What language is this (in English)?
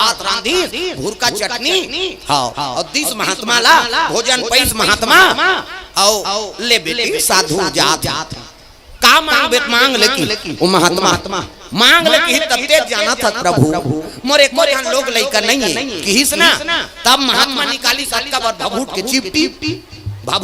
Chhattisgarhi